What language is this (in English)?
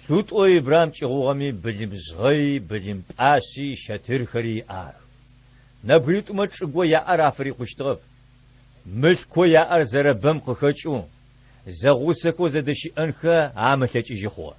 Adyghe